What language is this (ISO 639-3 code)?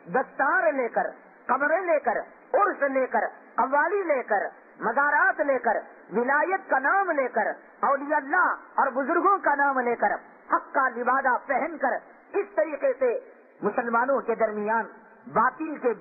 urd